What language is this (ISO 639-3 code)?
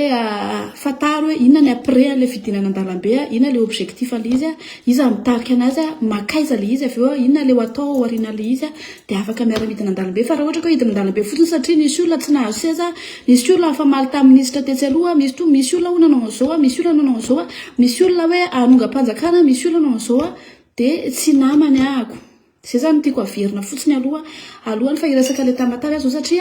mlg